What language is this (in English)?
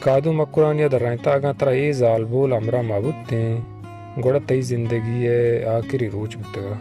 Baluchi